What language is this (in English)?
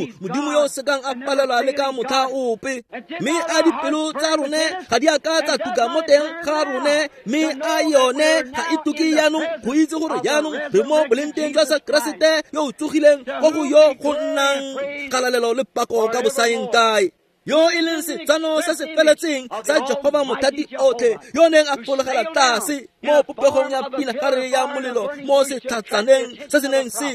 Tswana